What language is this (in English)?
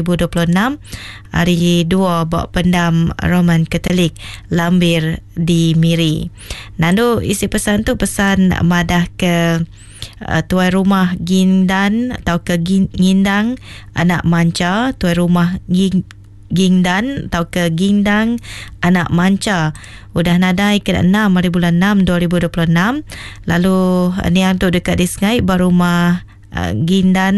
Iban